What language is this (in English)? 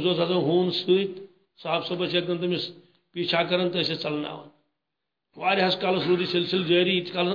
Kashmiri